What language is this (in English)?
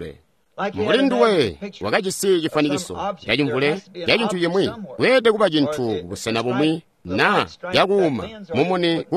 Tonga (Zambia)